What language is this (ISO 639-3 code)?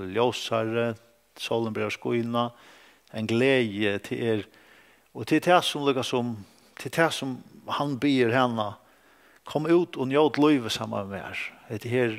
fao